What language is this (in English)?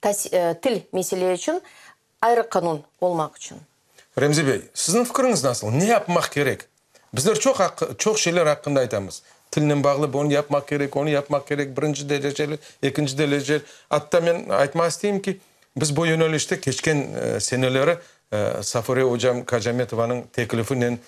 Crimean Tatar